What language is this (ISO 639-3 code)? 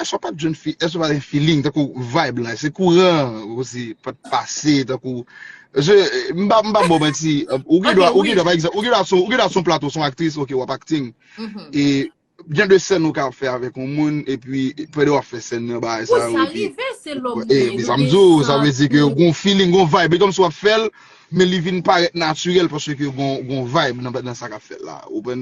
hat